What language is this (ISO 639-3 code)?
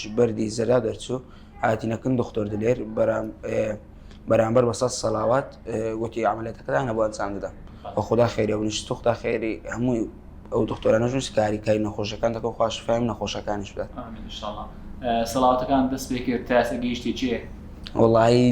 ckb